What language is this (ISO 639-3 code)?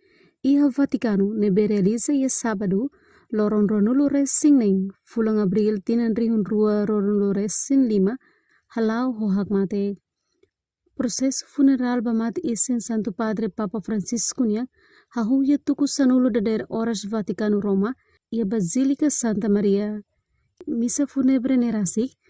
tet